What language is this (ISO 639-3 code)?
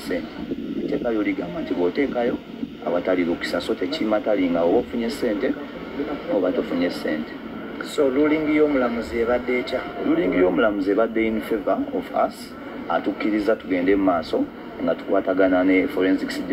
lug